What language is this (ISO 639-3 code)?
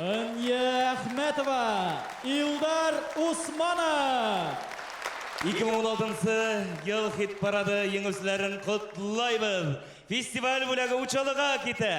bak